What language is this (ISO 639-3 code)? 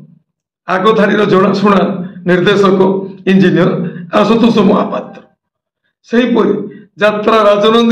ori